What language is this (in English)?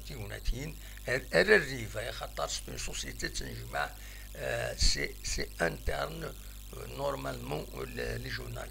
Kabyle